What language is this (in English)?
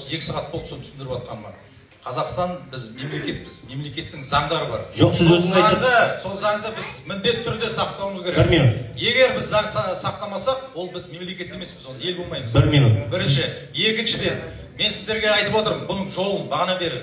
Kazakh